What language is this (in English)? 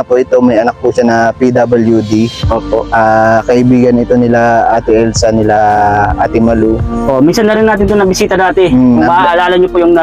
Filipino